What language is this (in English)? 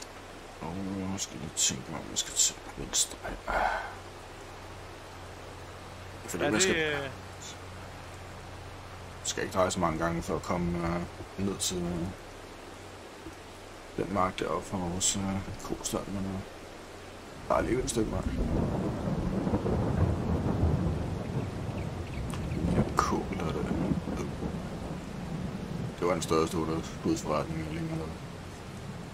Danish